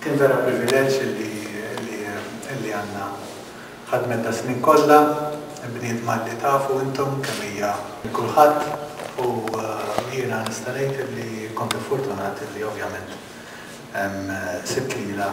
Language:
Maltese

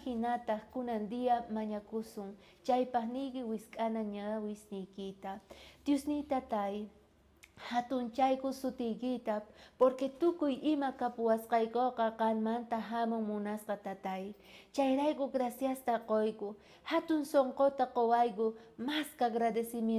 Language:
South Bolivian Quechua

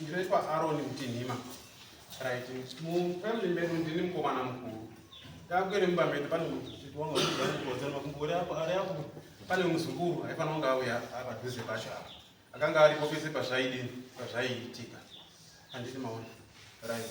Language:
Shona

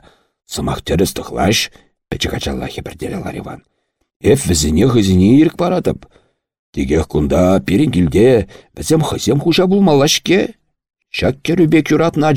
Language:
Chuvash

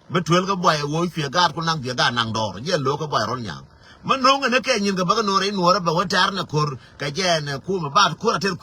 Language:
Nuer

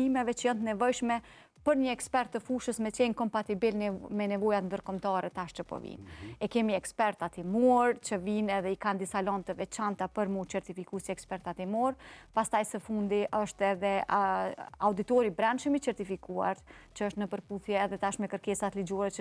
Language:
Albanian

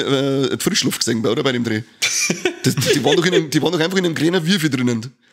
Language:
Bavarian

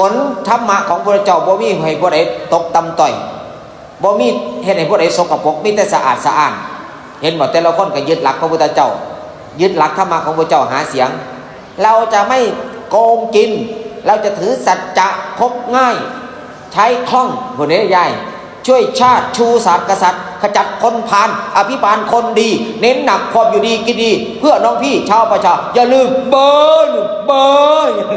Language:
Northeastern Thai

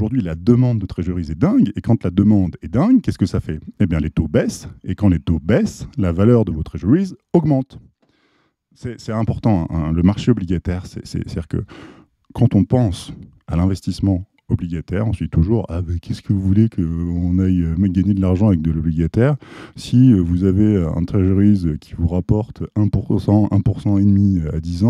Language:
French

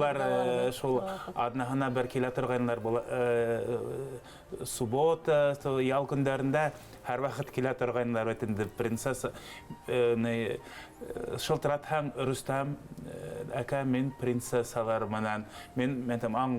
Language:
Bashkir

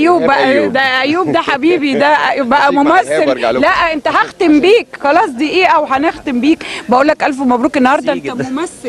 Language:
Egyptian Arabic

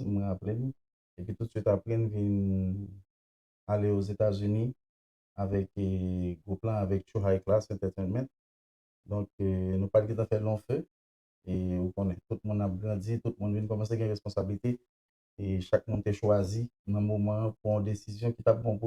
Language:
Haitian Creole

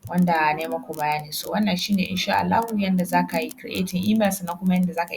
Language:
Hausa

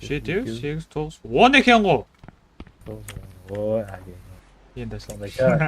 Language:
Kara-Kalpak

